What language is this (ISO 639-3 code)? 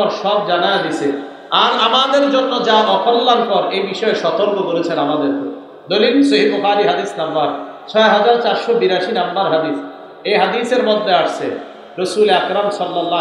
ben